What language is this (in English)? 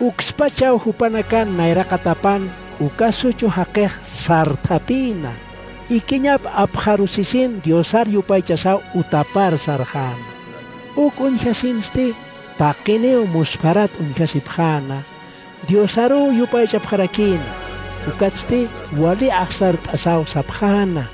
Aymara